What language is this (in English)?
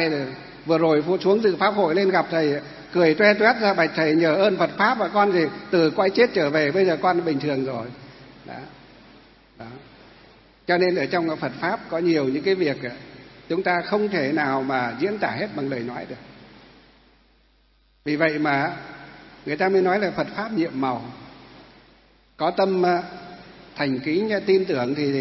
Vietnamese